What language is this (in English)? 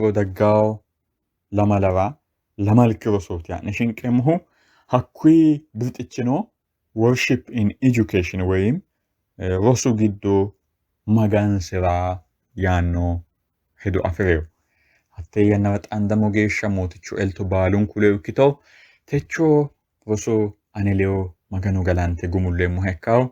Sidamo